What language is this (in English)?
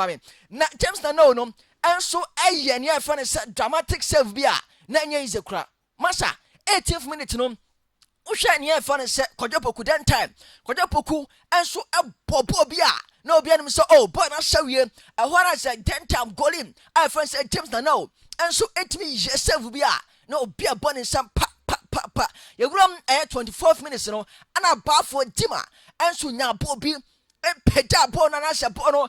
Akan